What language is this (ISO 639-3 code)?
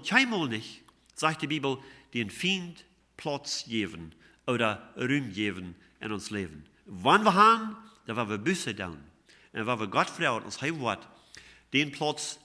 pdt